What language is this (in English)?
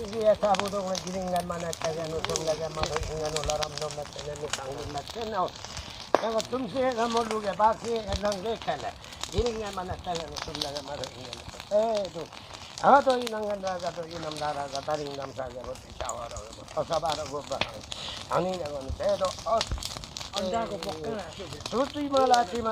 Limbu